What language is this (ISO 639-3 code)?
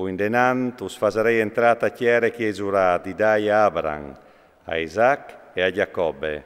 fur